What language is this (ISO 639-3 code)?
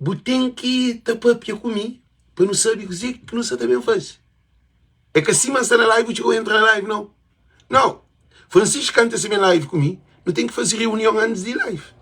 kea